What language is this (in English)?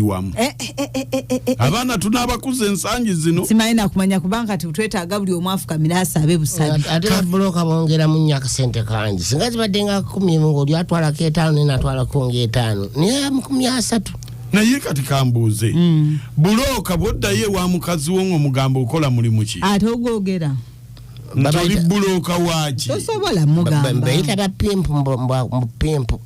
Ganda